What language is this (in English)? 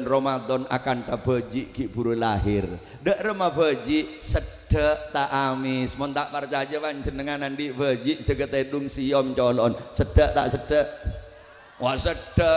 Madurese